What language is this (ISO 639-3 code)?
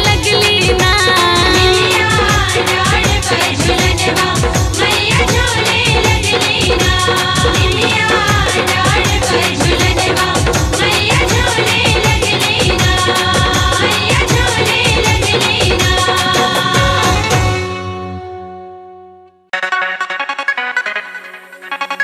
bho